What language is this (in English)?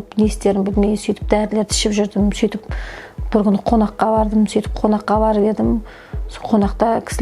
Kazakh